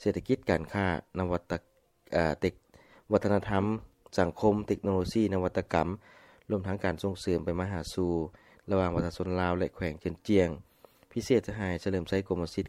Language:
Lao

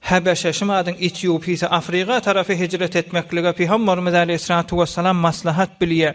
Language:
Turkmen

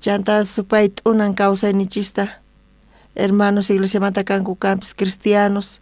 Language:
South Bolivian Quechua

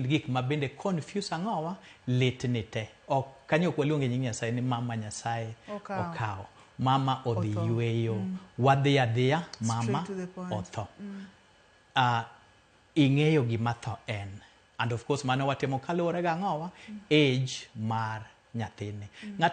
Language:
Luo (Kenya and Tanzania)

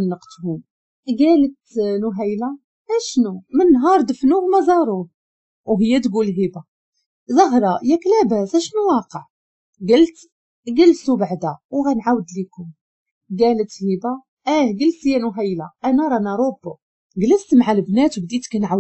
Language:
Moroccan Arabic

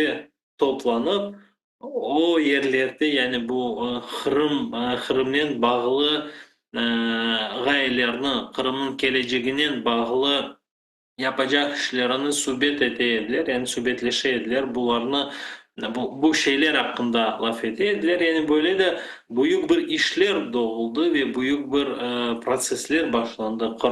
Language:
Crimean Tatar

